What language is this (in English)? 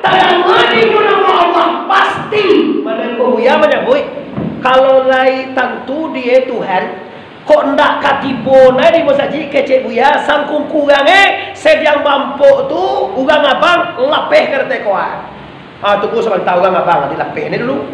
Minangkabau